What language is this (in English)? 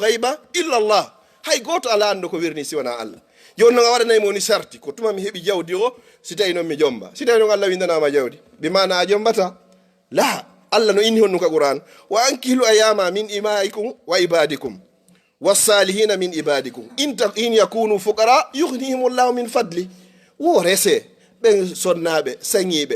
Fula